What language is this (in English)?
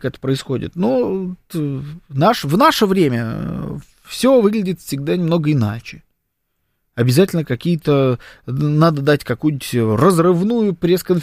Russian